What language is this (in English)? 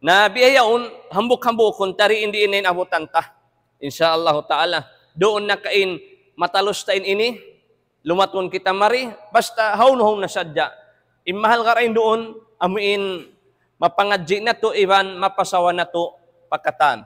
Tausug